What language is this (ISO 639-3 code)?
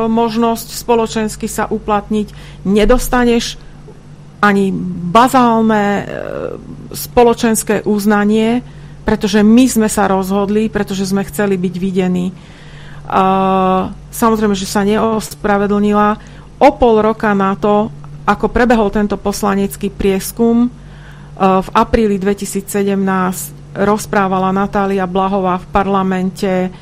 slk